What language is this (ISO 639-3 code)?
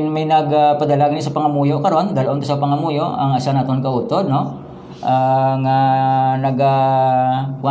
hil